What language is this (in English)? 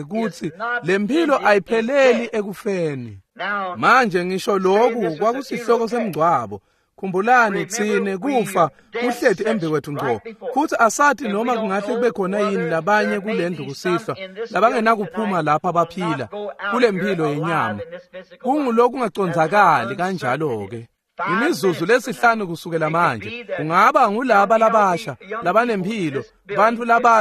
Swati